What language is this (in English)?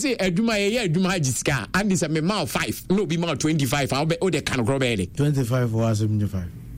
Akan